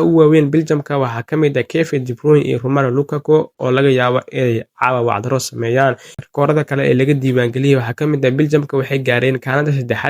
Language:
Somali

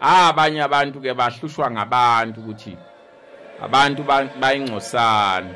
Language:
Zulu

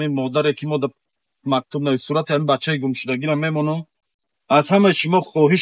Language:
Tajik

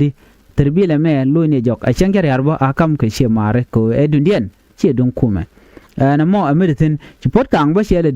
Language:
Nuer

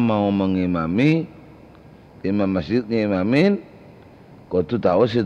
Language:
Madurese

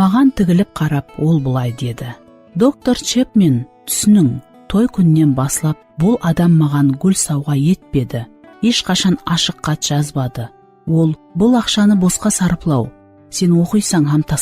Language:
Kara-Kalpak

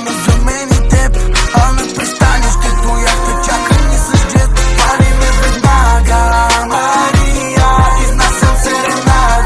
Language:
Bulgarian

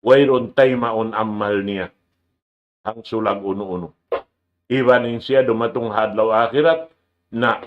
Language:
Tausug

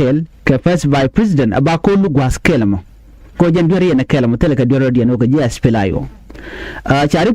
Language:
Nuer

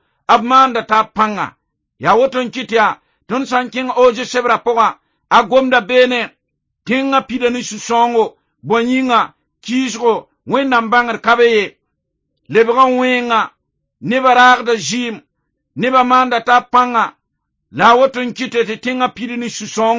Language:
Mossi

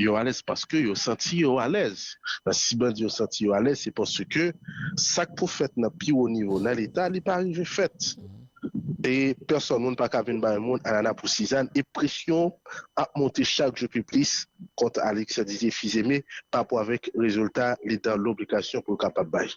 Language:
Haitian Creole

